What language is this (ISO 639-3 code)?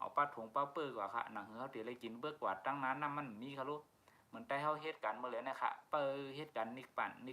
shn